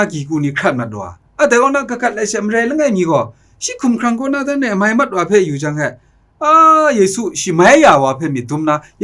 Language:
Kachin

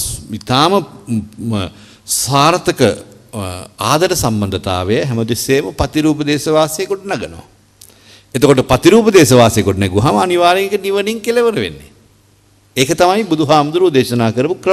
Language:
Sinhala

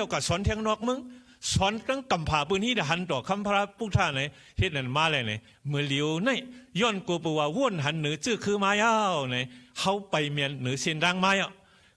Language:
Shan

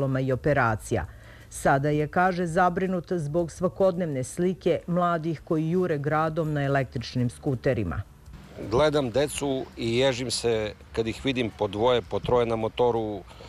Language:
Serbian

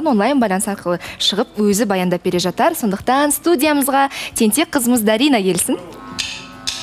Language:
Kazakh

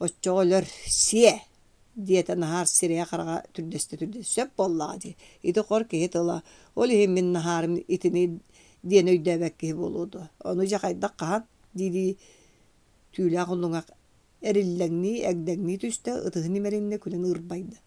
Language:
Yakut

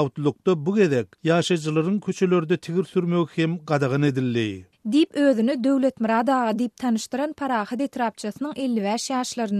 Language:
Turkmen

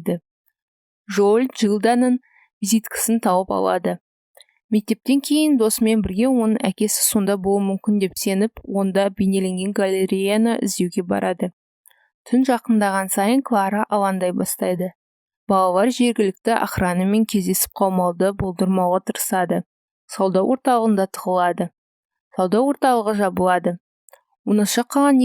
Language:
Kazakh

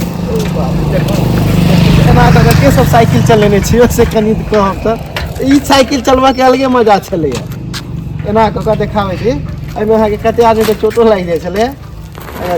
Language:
Maithili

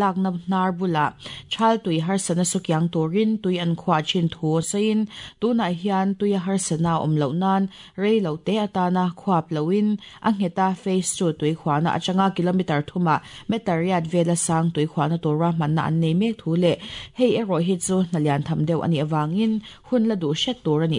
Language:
Mizo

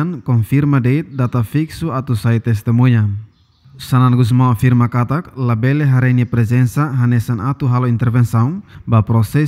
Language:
Tetum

